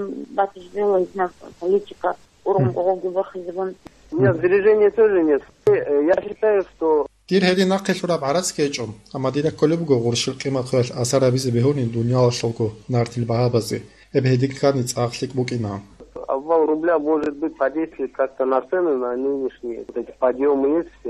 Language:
Avaric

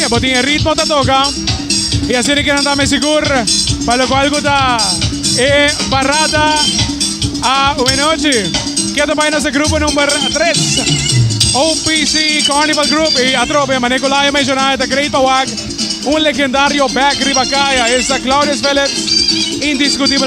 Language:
Papiamento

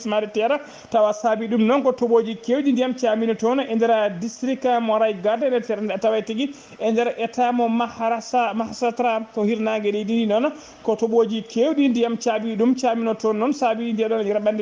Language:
Fula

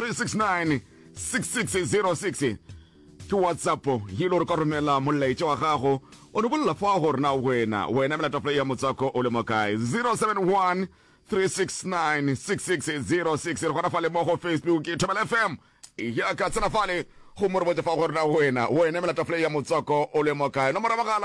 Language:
Northern Sotho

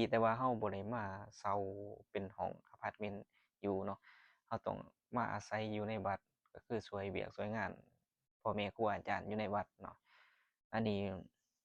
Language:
Lao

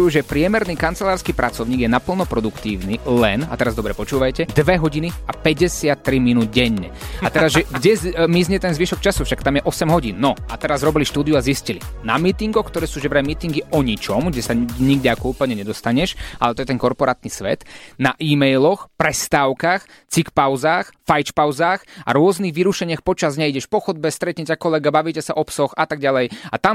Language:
Slovak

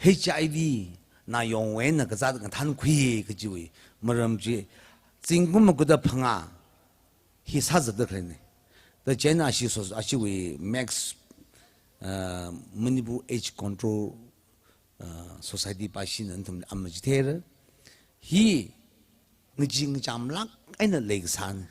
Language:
Tangkhul Naga (India)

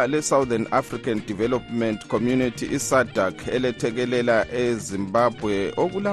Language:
North Ndebele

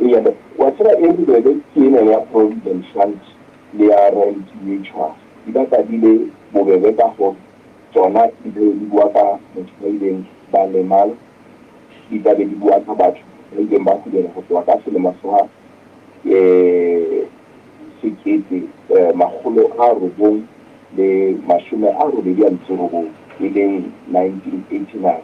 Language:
Southern Sotho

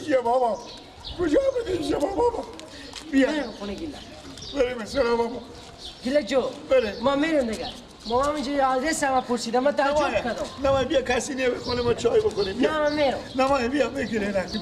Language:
Persian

